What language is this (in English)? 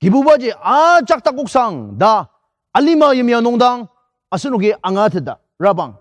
Ao Naga